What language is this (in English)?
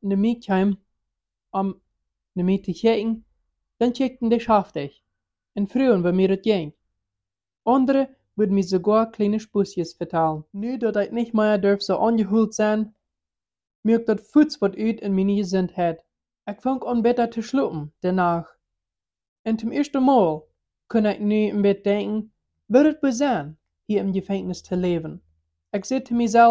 Plautdietsch